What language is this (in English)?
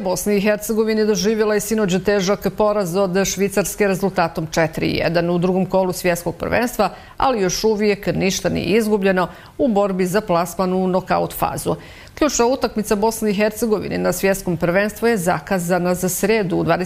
Bosnian